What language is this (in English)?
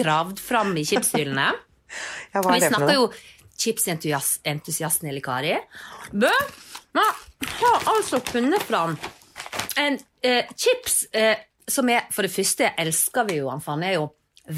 Norwegian